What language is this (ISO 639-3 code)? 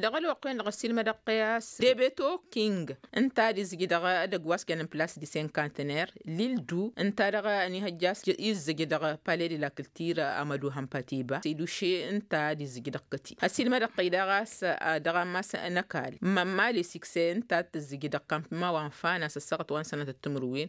taq